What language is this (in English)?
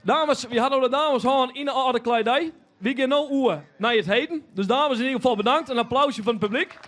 Western Frisian